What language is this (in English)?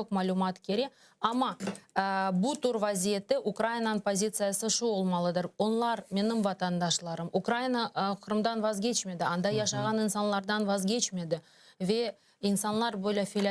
Crimean Tatar